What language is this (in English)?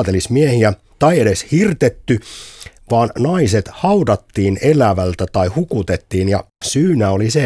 Finnish